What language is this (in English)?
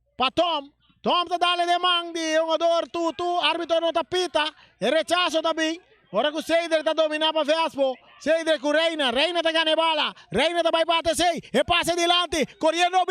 Papiamento